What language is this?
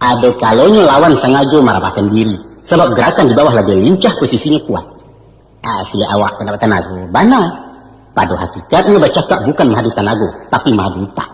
Minangkabau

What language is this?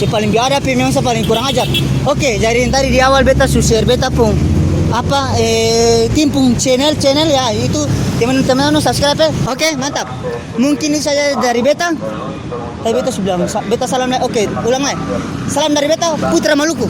Ambonese Malay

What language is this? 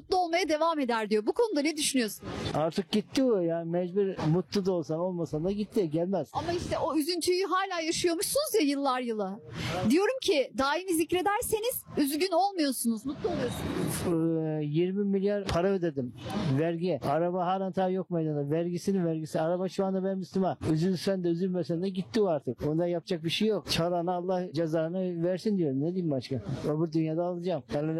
Turkish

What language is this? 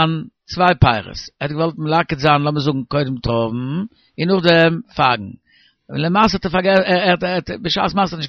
Yiddish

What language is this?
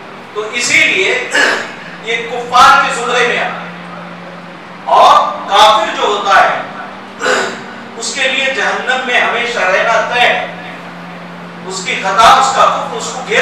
Urdu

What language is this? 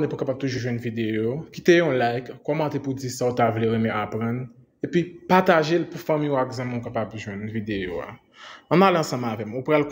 Haitian Creole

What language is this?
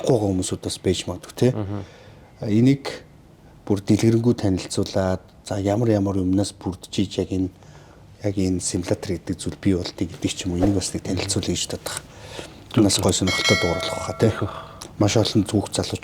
Mongolian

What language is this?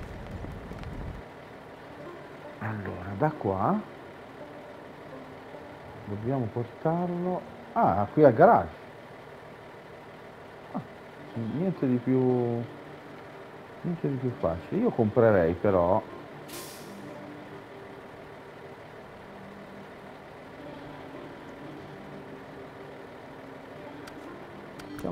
Italian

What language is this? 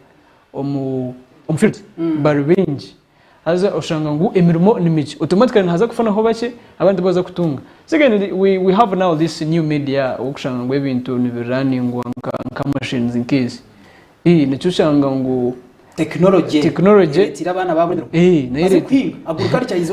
Nyankole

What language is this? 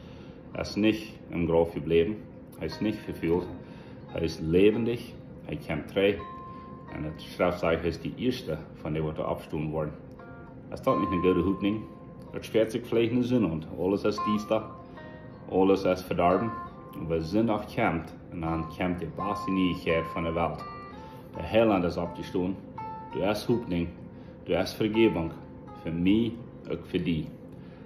Plautdietsch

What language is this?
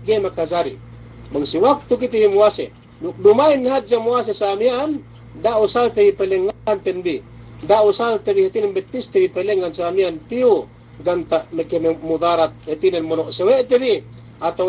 Yakan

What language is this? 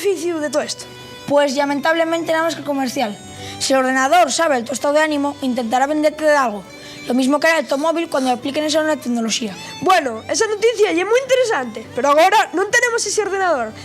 Asturian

